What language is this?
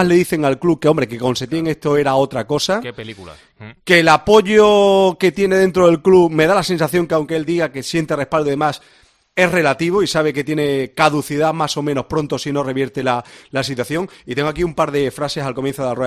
Spanish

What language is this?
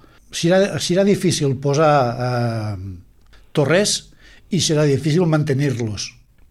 Catalan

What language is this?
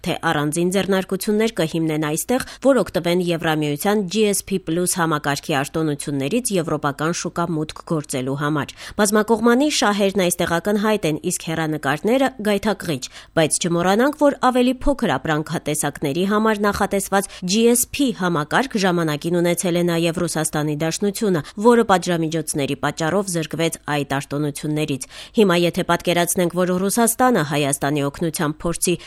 Armenian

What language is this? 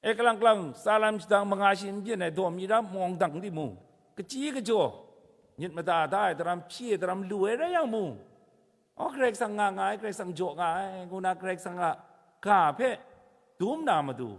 Kachin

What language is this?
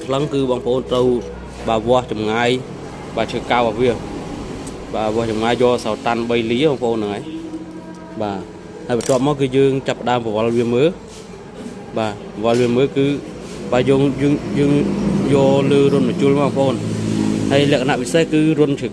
Khmer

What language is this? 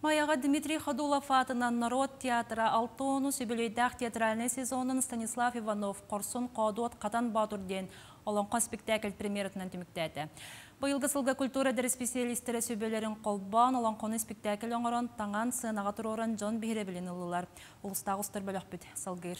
Yakut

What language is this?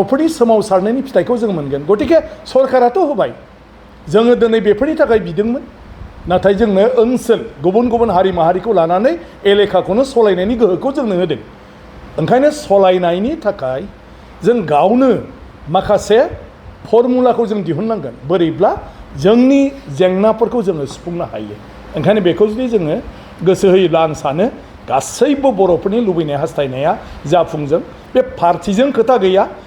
Bodo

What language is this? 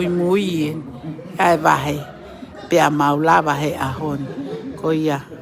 Tongan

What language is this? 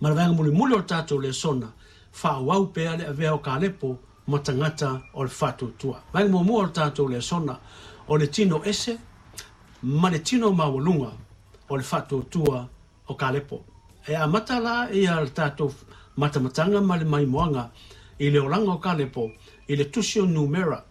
Samoan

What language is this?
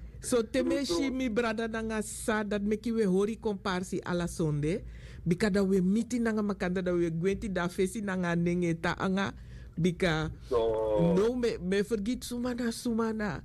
Sranan Tongo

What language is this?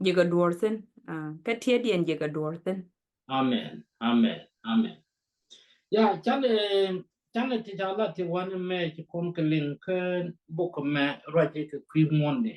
Nuer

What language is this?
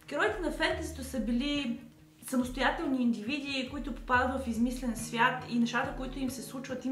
Bulgarian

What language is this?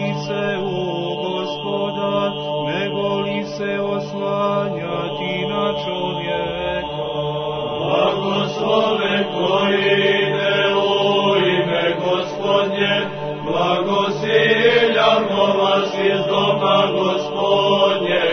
Serbian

